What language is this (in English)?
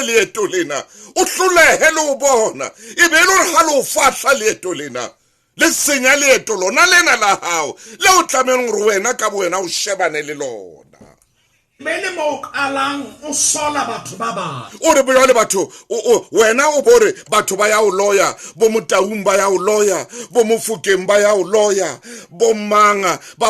Southern Sotho